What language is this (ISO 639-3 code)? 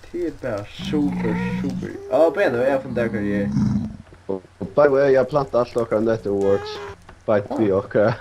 fao